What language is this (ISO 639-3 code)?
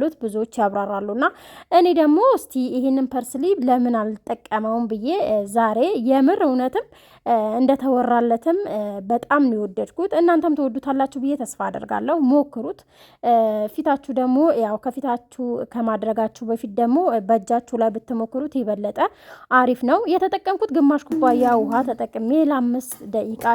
amh